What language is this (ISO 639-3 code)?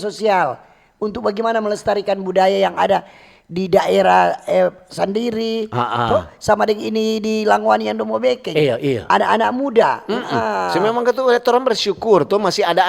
xmm